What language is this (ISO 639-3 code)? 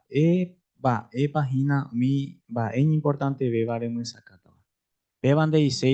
grn